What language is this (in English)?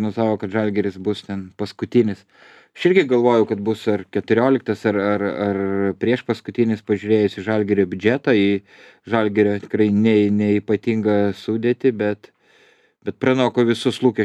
Lithuanian